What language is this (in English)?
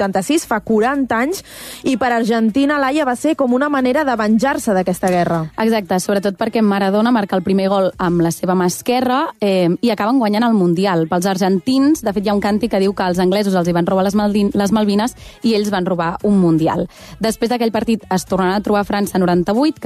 Catalan